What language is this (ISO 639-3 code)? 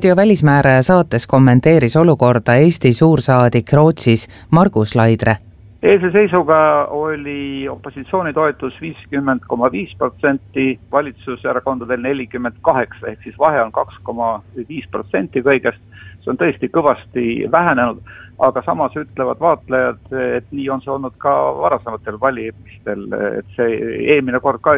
est